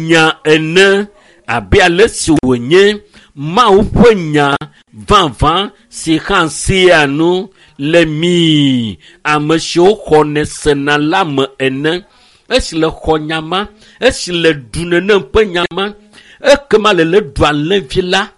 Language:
Ewe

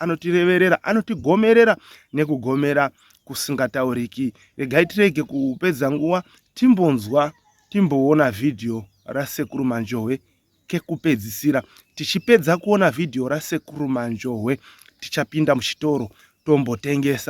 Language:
Shona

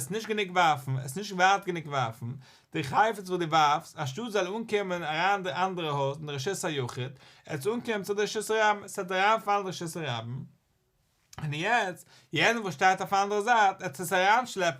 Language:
Yiddish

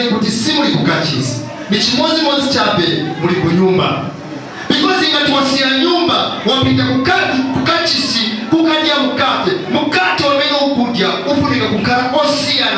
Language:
Nyanja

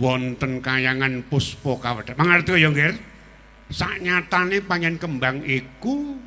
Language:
Javanese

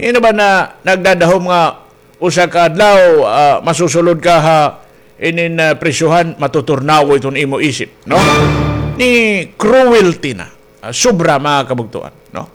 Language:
Waray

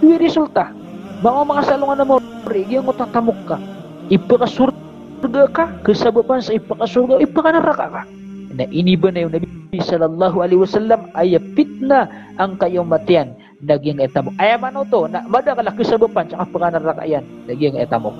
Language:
Maranao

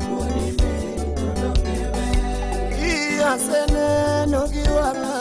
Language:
Luo (Kenya and Tanzania)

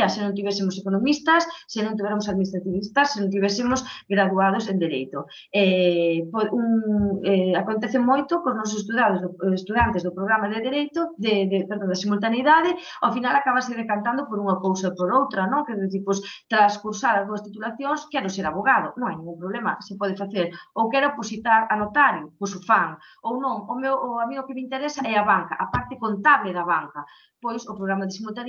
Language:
Galician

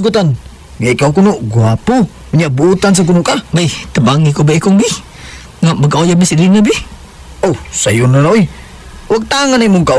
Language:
Cebuano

